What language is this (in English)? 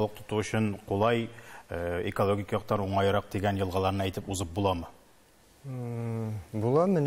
Tatar